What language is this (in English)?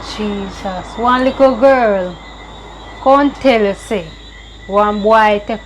Jamaican Creole English